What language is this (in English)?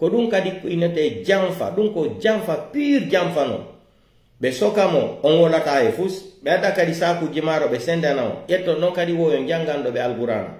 Pular